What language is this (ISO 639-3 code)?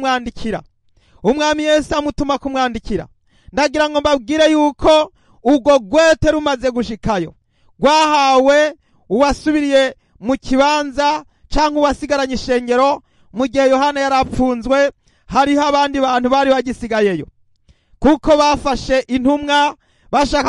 run